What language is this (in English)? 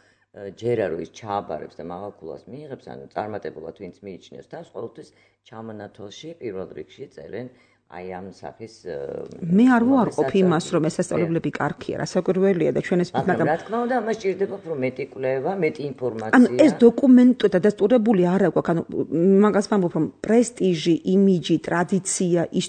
Georgian